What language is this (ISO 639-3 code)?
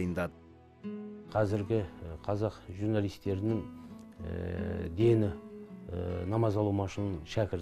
kaz